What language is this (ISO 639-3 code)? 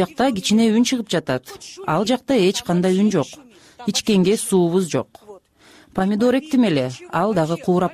kir